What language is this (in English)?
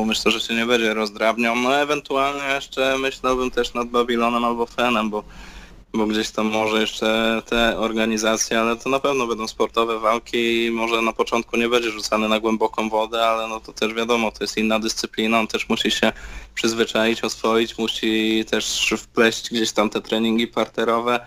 Polish